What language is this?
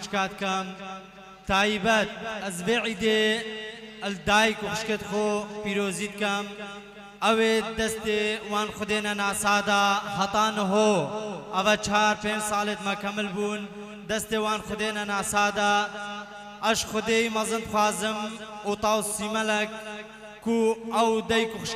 Kurdish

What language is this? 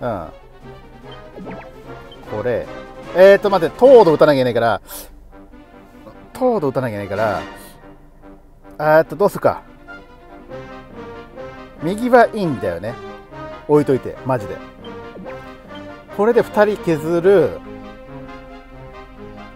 Japanese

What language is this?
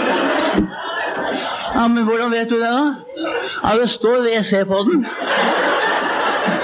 Norwegian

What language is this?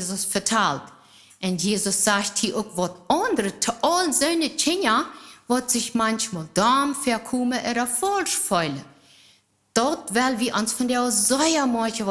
Plautdietsch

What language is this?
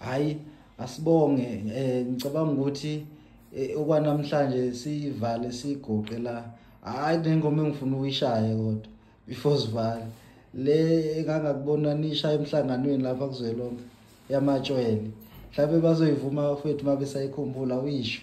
Zulu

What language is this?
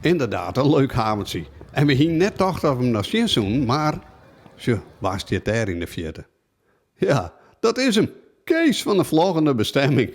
Western Frisian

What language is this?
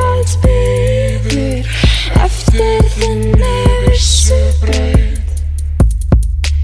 Icelandic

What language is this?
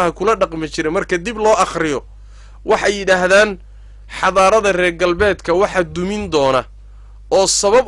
Somali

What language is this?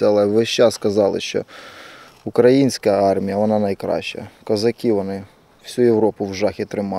Ukrainian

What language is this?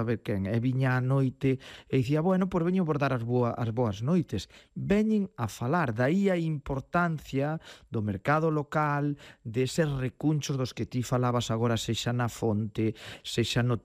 Galician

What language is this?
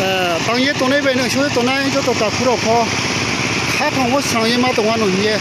Riang (India)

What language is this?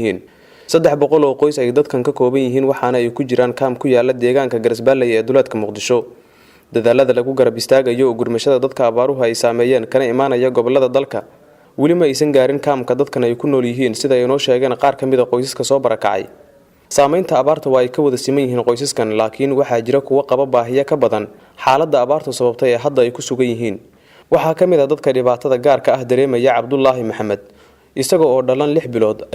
Somali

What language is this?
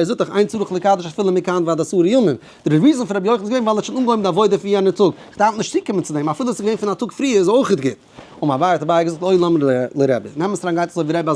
Yiddish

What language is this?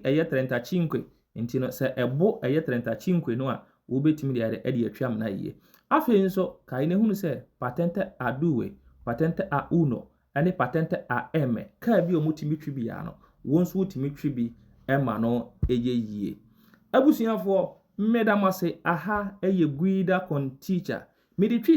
Akan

